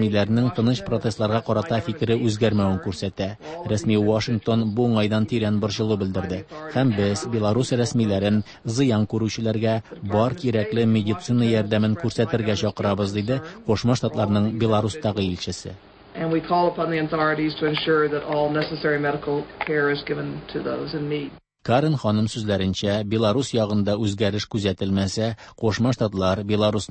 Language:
Tatar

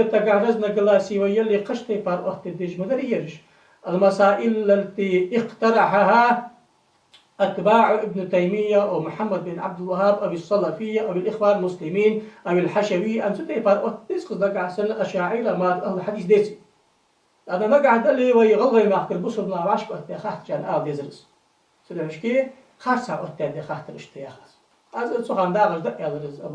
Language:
Ingush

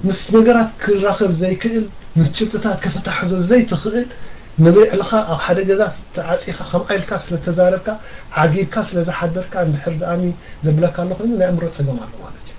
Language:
Tigrinya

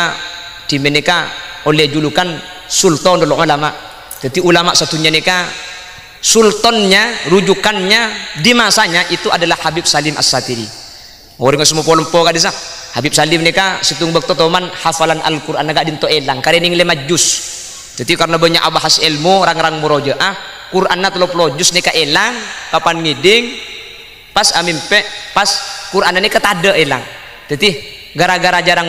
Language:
Madurese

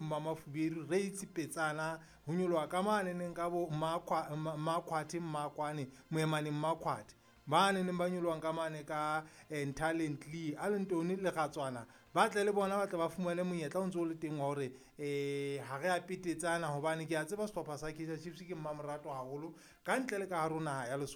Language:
Southern Sotho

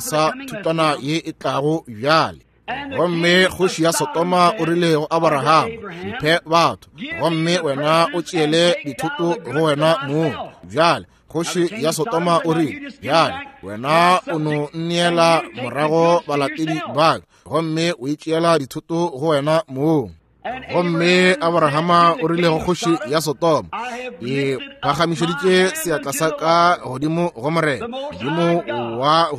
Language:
Northern Sotho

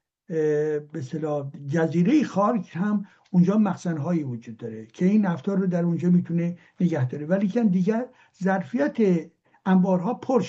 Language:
Persian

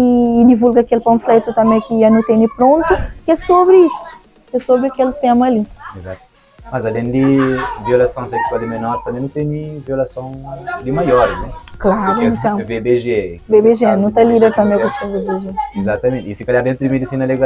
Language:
Kabuverdianu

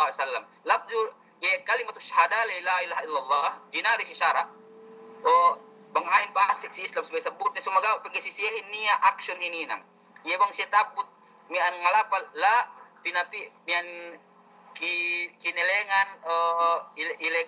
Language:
Yakan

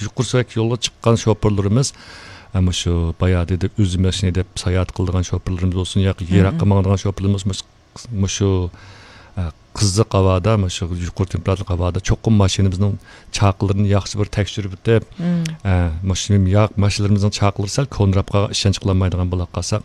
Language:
Uyghur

